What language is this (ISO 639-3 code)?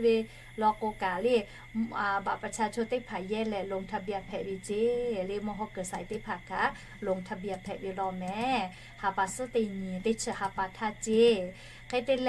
lhu